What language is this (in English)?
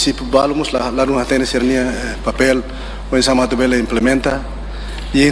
Tetum